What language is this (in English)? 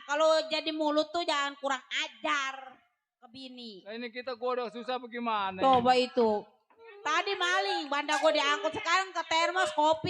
Betawi